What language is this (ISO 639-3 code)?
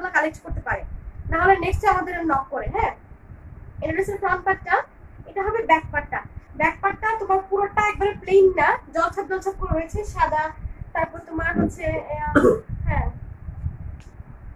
ben